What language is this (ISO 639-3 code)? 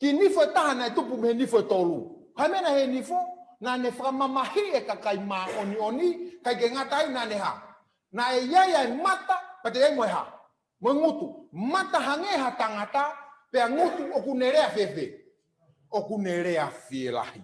ton